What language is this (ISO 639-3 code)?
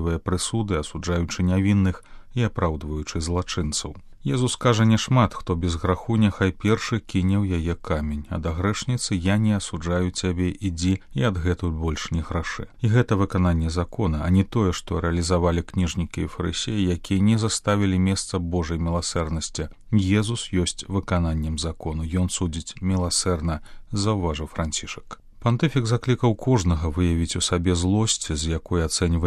bel